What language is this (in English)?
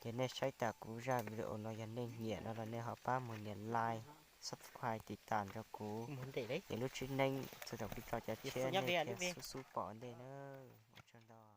Hmong